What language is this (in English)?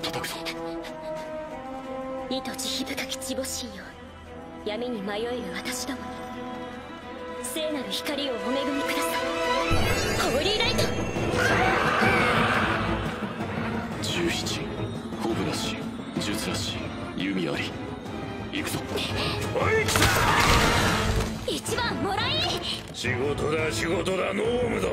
Japanese